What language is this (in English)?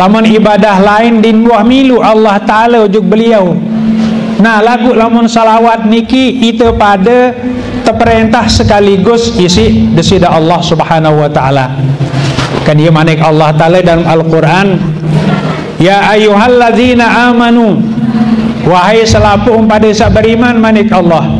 Sasak